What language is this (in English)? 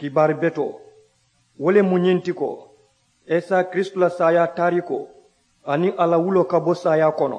Mandingo